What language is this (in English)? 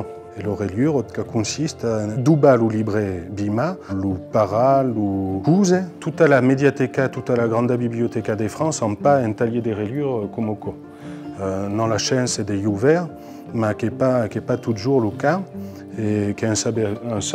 Occitan